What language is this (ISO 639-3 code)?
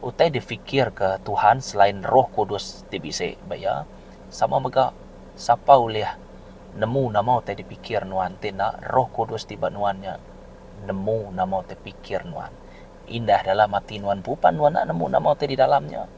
iba